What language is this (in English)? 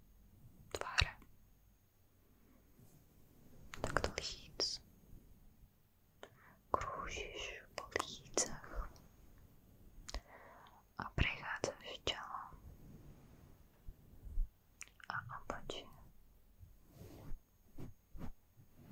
Slovak